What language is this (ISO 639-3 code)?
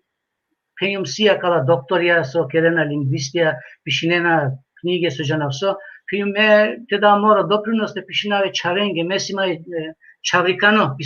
rmn